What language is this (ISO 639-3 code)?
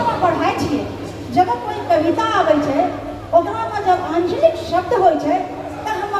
anp